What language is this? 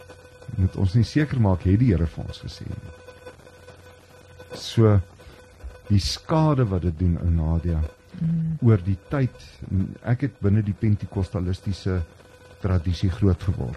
Afrikaans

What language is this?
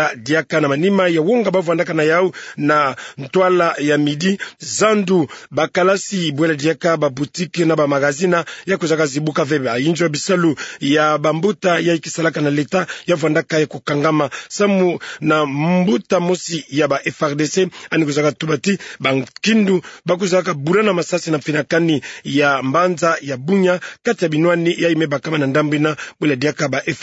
Kituba (Democratic Republic of Congo)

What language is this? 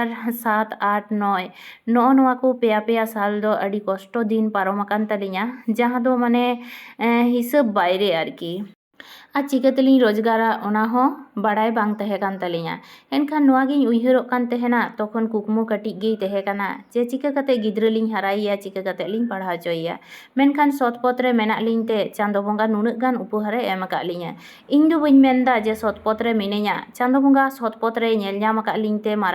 Santali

